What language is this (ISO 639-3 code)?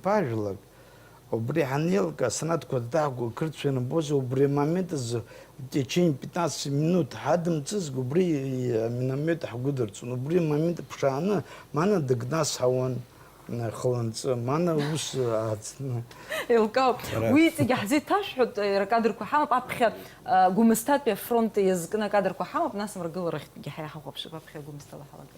abk